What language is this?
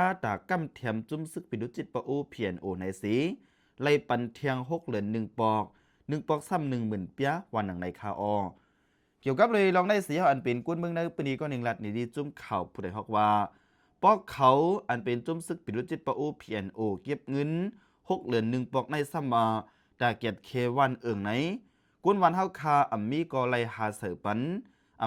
Shan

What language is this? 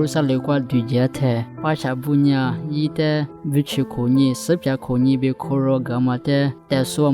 Lisu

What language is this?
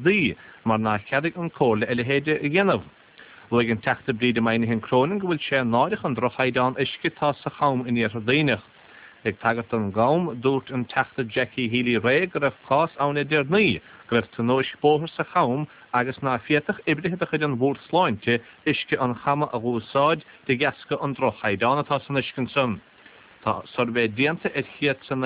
Irish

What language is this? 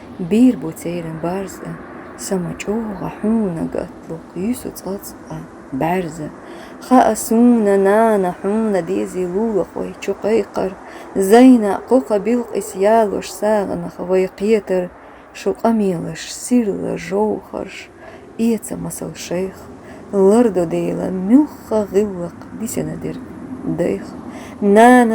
Chechen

